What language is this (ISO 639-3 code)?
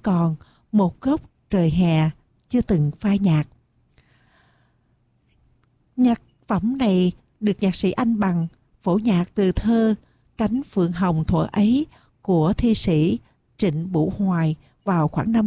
vie